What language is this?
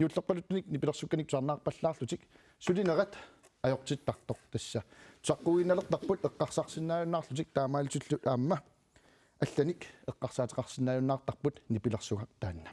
Kalaallisut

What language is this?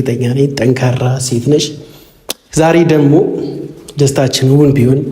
Amharic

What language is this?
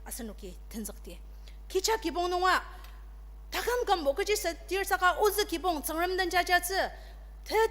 Ao Naga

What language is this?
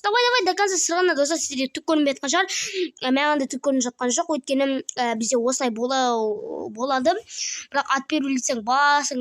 Kazakh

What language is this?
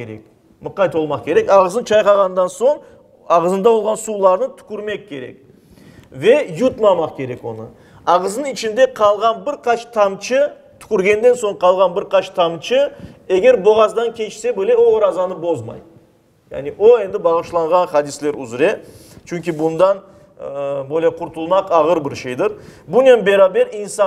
Crimean Tatar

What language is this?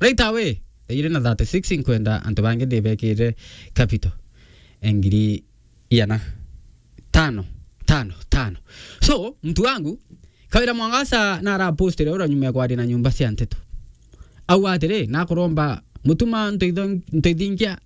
Meru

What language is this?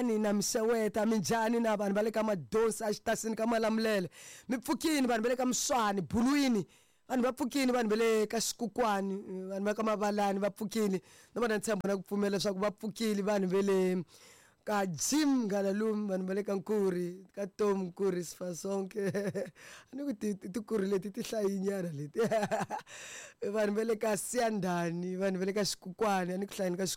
Tsonga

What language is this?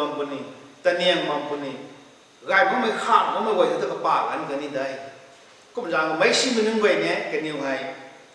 Rongmei Naga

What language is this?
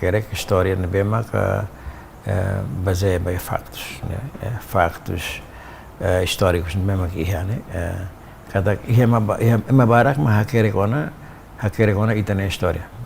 Tetum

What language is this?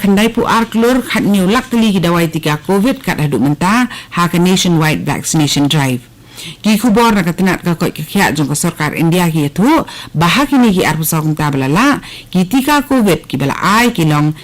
Khasi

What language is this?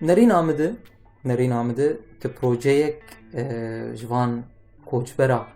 Kurdish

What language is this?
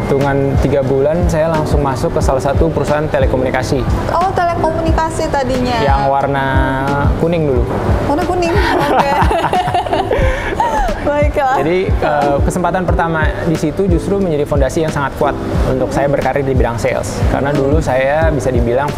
Indonesian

